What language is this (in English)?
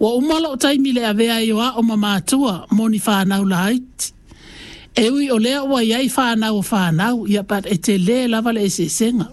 Samoan